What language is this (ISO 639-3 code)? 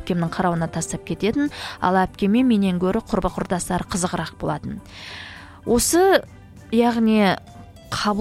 kaz